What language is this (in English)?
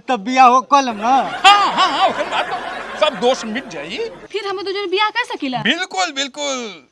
Bhojpuri